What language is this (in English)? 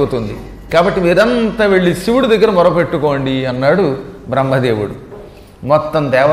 Telugu